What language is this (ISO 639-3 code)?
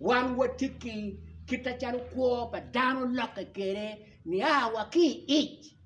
ach